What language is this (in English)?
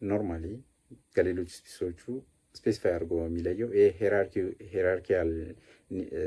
Amharic